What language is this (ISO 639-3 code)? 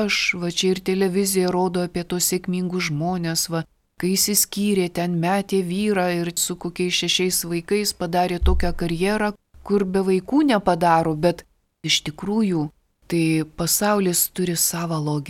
lit